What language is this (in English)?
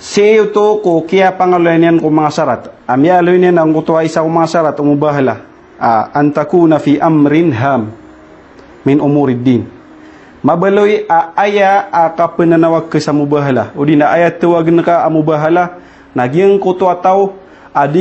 Maranao